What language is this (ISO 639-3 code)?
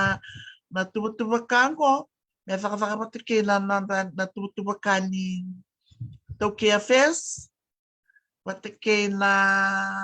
fij